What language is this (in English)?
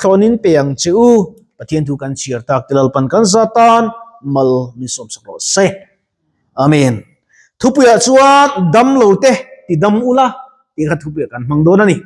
Mizo